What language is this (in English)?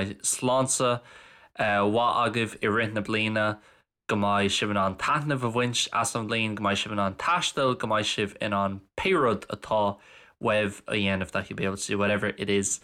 Irish